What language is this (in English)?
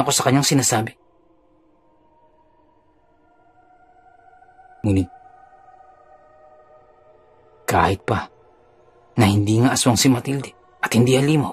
Filipino